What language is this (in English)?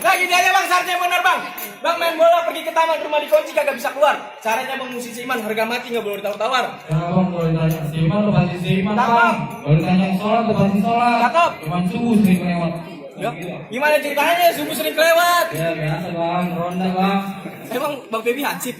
Betawi